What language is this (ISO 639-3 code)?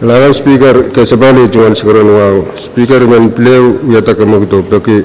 pon